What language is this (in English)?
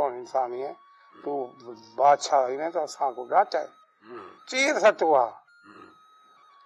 Saraiki